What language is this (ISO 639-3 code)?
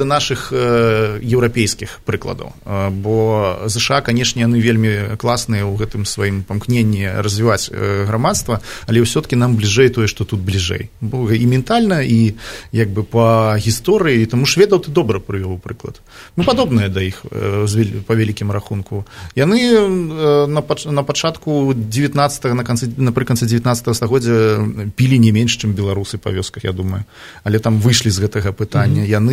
bel